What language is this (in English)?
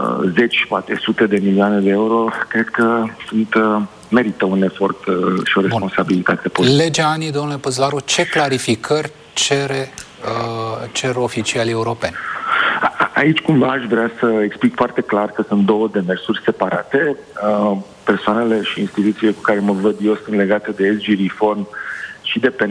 Romanian